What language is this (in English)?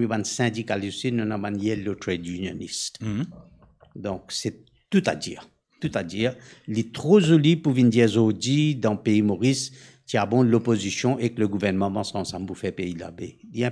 Morisyen